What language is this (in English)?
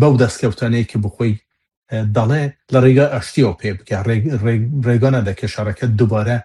Kurdish